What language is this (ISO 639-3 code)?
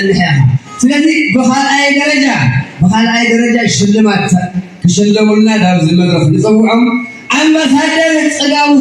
tir